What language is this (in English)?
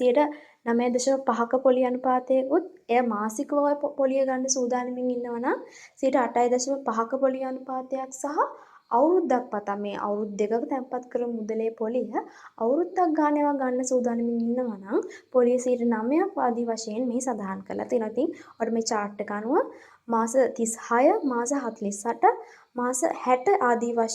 Sinhala